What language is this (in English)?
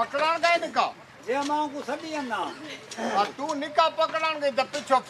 Saraiki